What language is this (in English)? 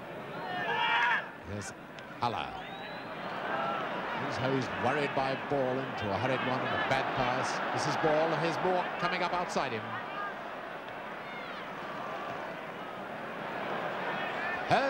English